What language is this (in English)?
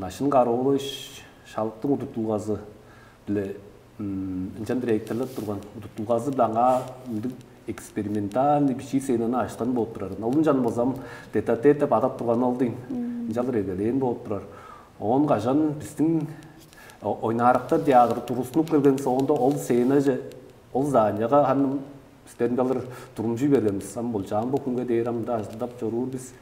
Tuvinian